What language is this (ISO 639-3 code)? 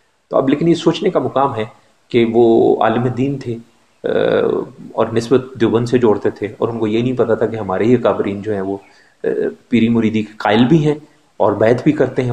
urd